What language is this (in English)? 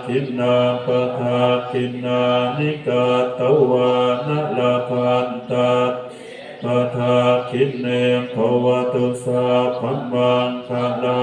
Pali